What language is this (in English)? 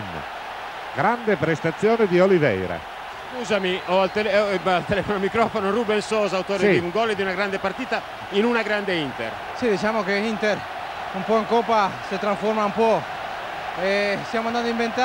Italian